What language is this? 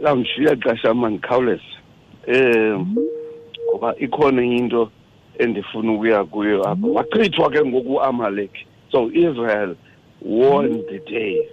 Xhosa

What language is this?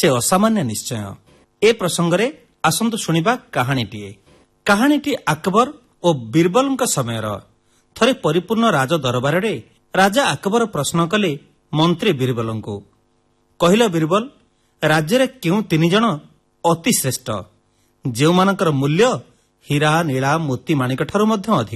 Odia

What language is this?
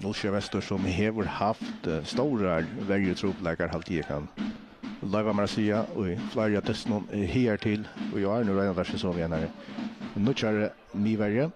Faroese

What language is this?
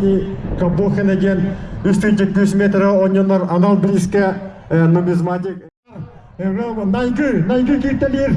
Yakut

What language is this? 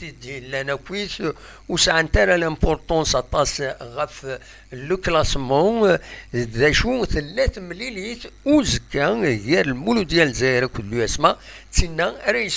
Kabyle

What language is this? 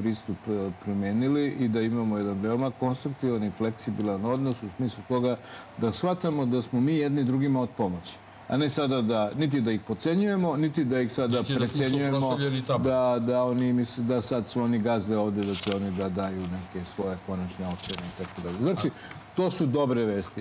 Serbian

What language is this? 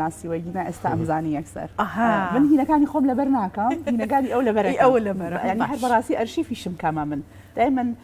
Central Kurdish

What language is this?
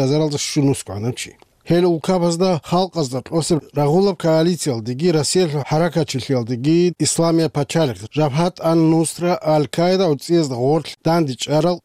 Avaric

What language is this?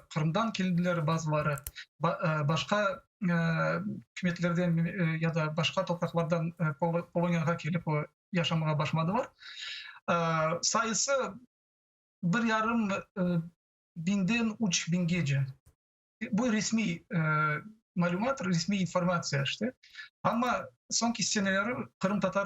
Crimean Tatar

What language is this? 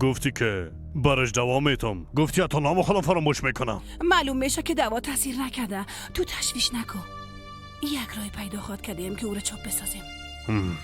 Persian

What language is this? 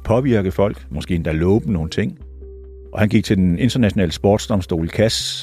Danish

